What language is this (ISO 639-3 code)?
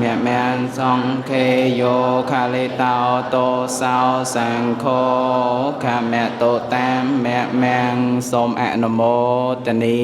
khm